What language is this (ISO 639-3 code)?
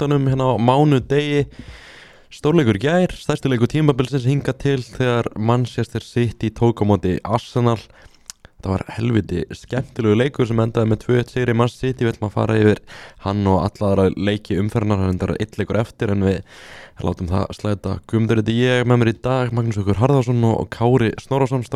isl